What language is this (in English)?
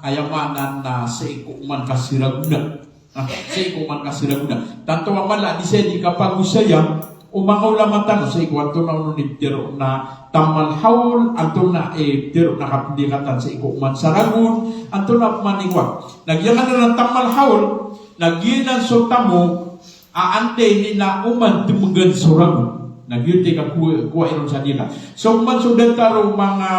Maranao